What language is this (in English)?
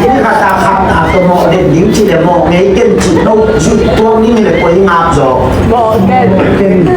Tedim Chin